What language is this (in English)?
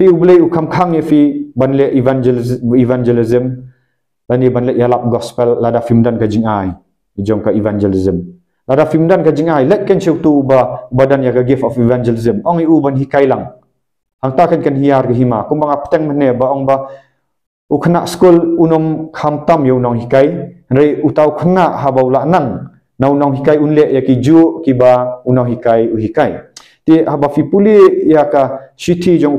Khasi